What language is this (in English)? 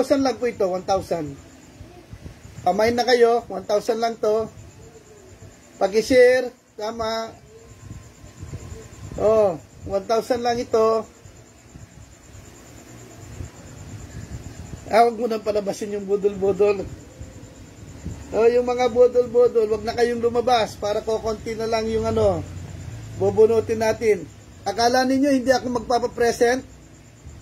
Filipino